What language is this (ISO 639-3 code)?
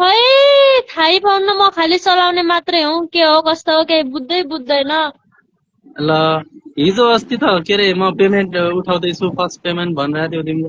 nep